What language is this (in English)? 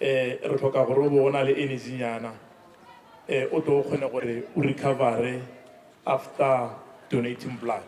Tswana